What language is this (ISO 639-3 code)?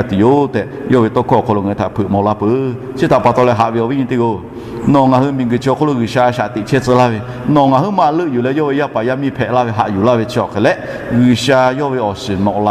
lhu